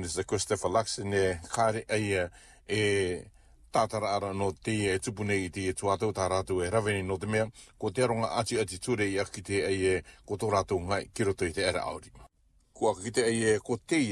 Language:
Latvian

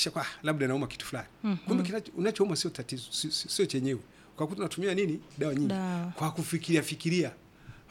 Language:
Swahili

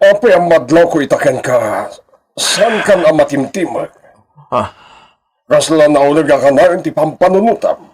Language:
Iloko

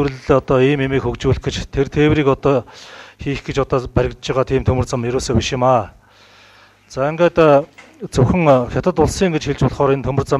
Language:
Mongolian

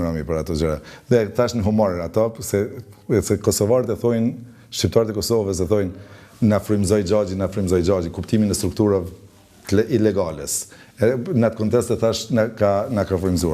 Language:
Albanian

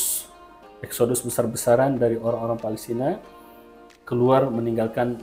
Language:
Indonesian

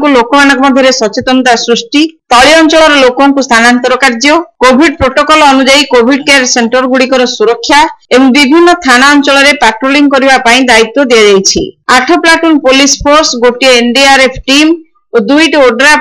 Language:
Odia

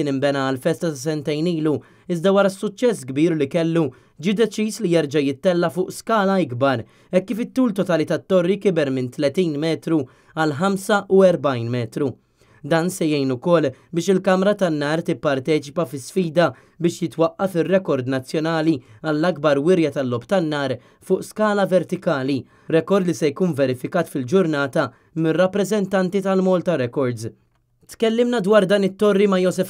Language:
Maltese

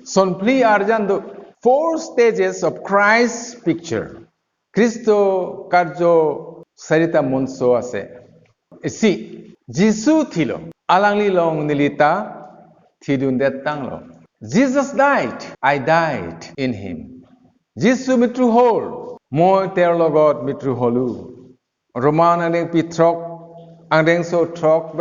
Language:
Karbi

